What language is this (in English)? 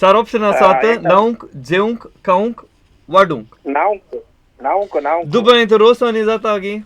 Konkani